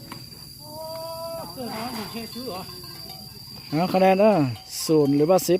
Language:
Lao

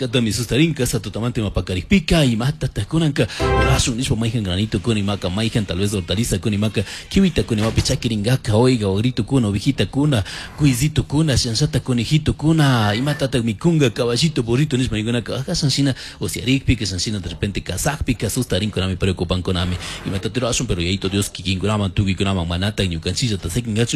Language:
Chimborazo Highland Quichua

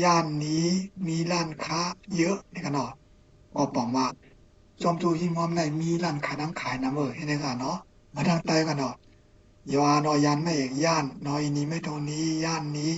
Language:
Shan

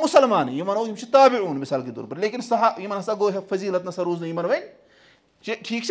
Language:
Kashmiri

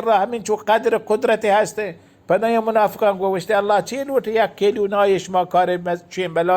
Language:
Baluchi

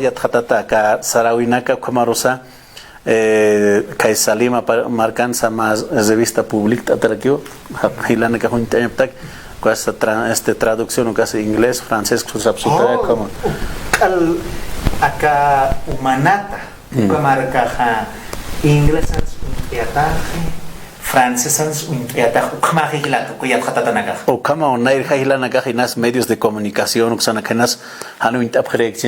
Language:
Aymara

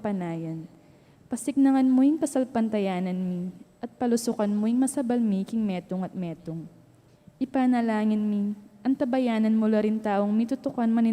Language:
Pampanga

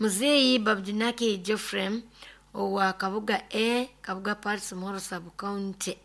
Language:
Nyoro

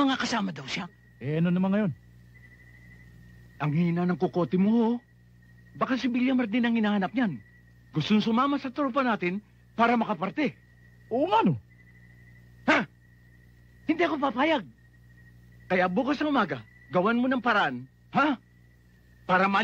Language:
Filipino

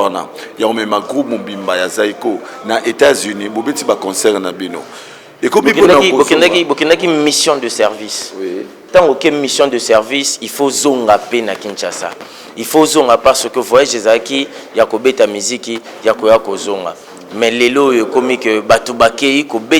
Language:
Lingala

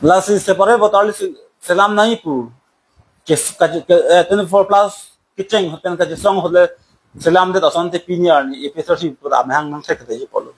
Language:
Karbi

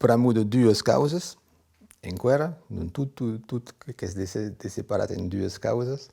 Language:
Occitan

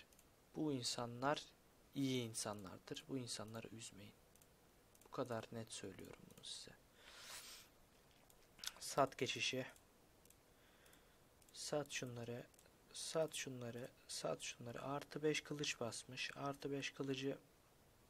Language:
Turkish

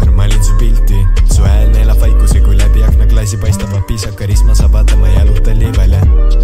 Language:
Estonian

